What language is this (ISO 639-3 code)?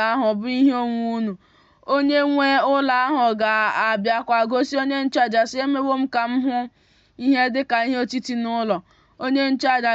ibo